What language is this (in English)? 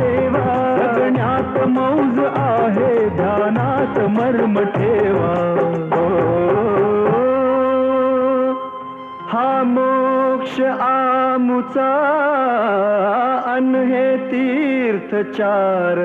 Marathi